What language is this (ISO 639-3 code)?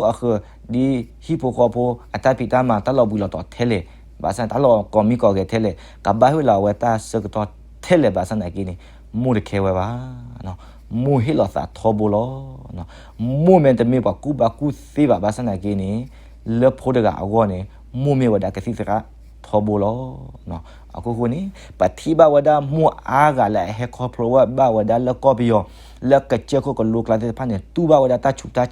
ksw